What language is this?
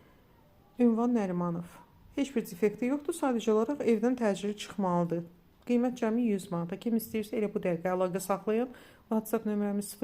Azerbaijani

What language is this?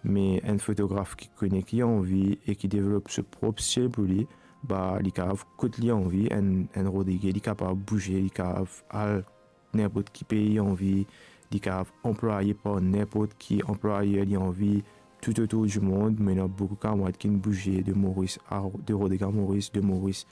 Morisyen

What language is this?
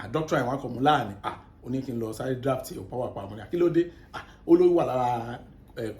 Yoruba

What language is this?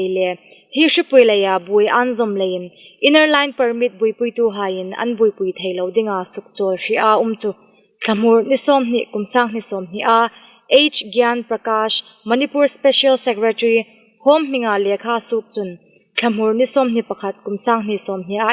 Hmar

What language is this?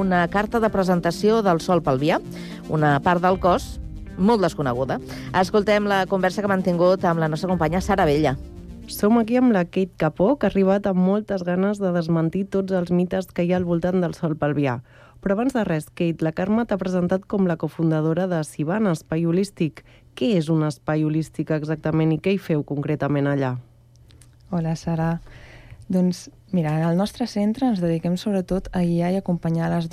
Catalan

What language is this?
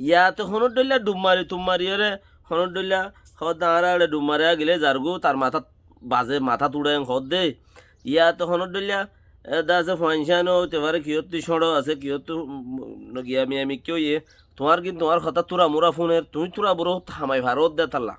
Rohingya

